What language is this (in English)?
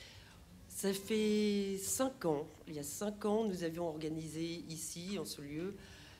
French